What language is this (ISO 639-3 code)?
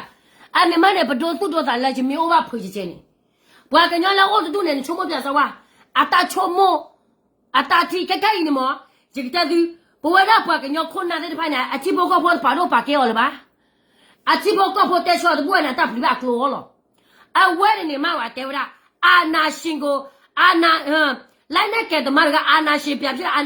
ksw